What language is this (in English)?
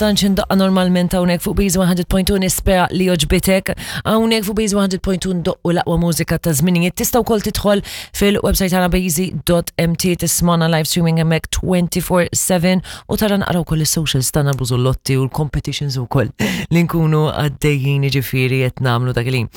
Maltese